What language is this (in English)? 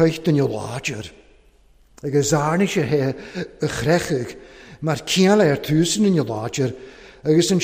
Welsh